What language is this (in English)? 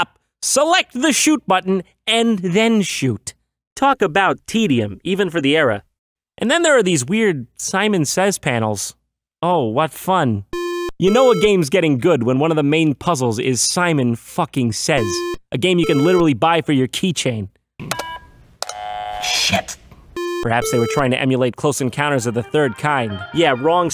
English